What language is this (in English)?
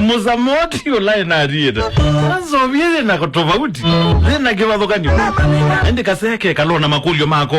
Kamba